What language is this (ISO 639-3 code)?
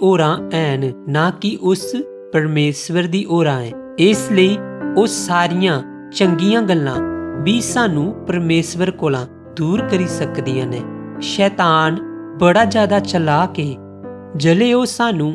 doi